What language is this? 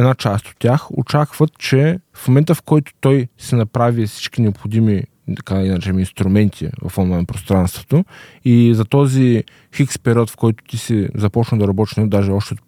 Bulgarian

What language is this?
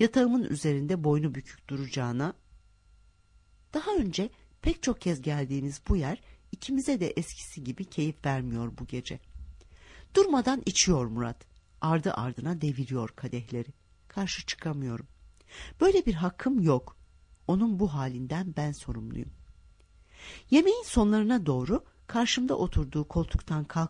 Turkish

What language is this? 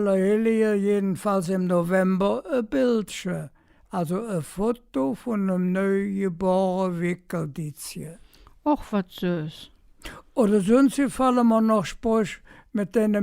Colognian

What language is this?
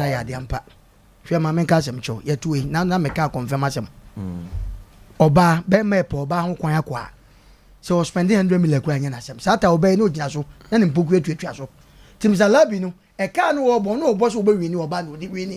Akan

